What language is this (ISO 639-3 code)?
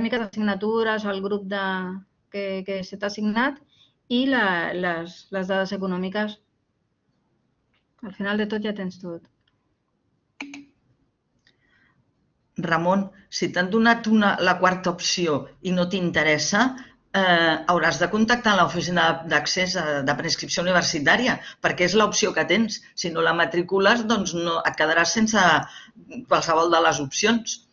cat